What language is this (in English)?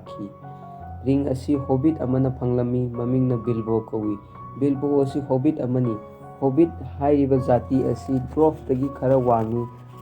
Manipuri